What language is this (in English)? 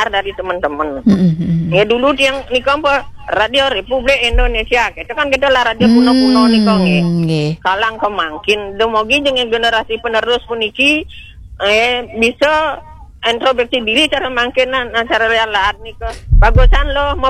Balinese